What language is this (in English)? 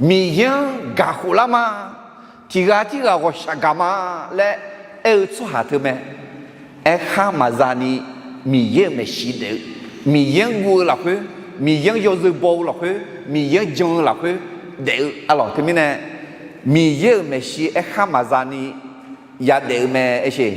Akha